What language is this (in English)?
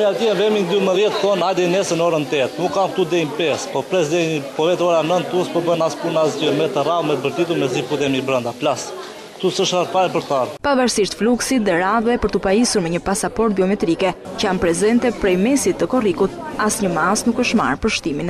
Albanian